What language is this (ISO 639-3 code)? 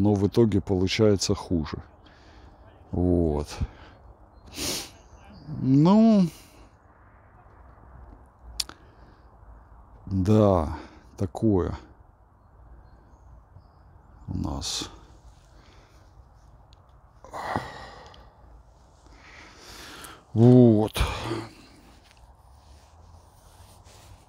rus